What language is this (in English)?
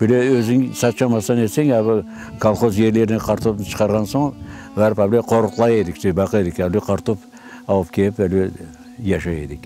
Crimean Tatar